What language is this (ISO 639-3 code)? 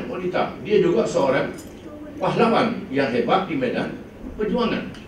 msa